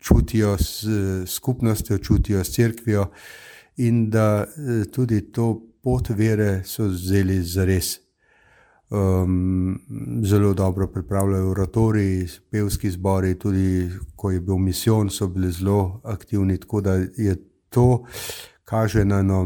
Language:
Slovenian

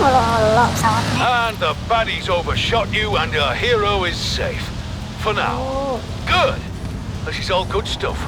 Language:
Banjar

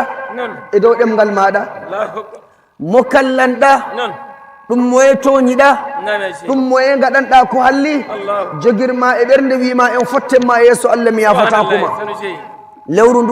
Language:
Nigerian Fulfulde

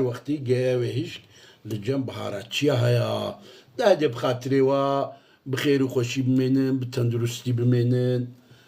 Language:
Kurdish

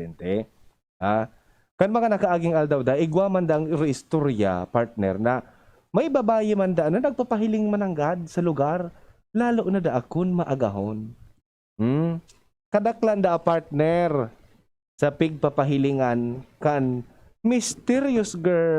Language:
Bikol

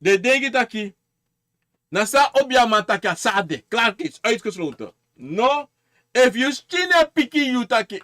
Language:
Sranan Tongo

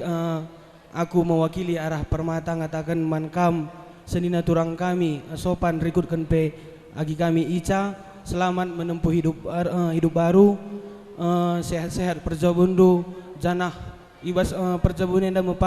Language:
Batak Karo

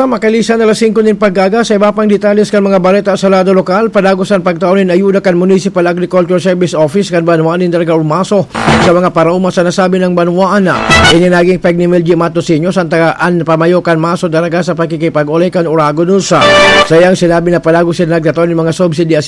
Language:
Bikol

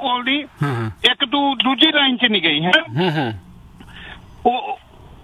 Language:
Punjabi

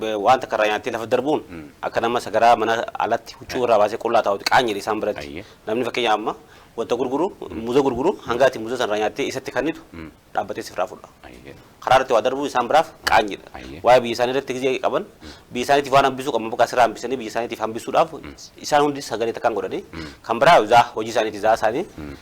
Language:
Oromo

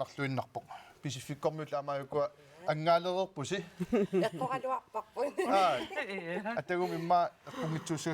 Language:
Kalaallisut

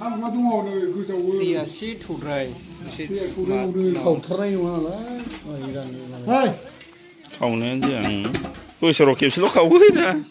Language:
Bodo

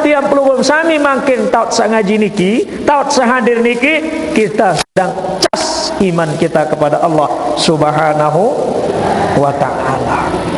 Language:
Sasak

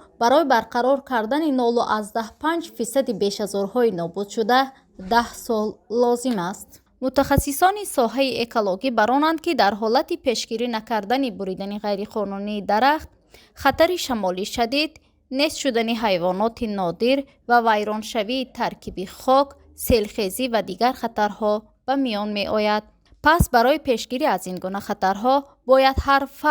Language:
Tajik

